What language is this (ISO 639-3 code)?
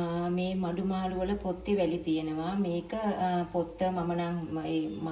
sin